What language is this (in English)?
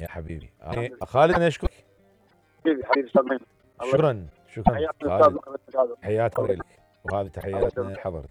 Mesopotamian Arabic